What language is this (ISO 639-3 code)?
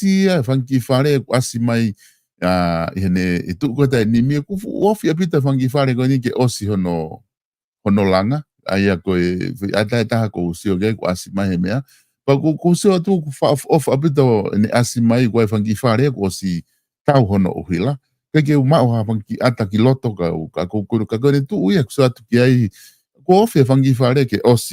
ton